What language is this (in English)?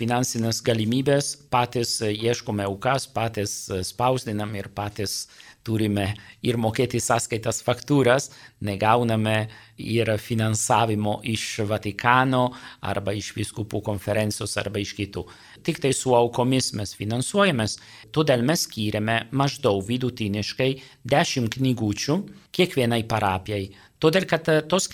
Lithuanian